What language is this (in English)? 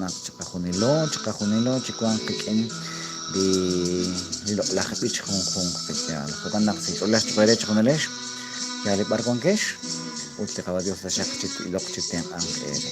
Kekchí